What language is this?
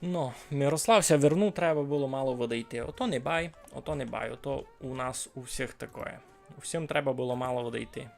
Rusyn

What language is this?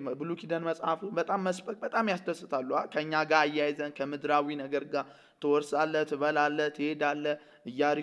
Amharic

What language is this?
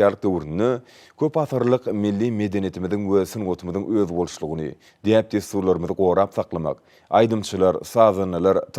Turkmen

